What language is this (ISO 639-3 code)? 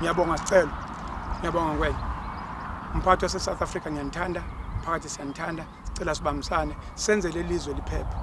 zul